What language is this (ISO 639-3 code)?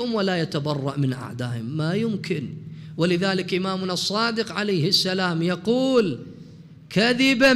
acm